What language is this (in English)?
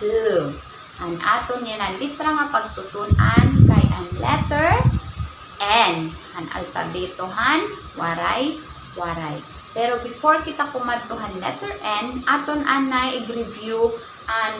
Waray